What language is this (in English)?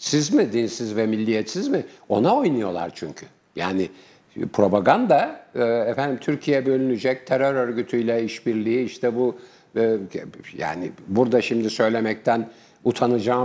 Turkish